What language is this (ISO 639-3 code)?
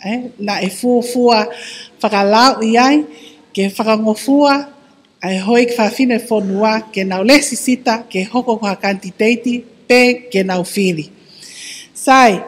ton